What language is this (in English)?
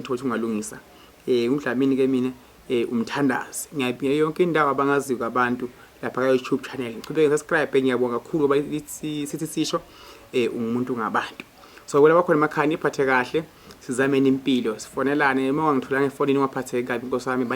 Zulu